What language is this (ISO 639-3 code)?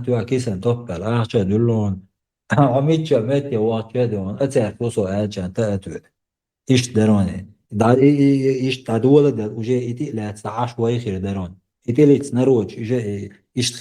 che